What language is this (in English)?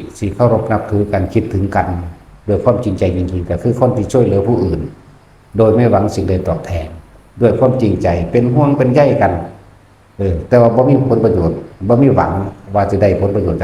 Lao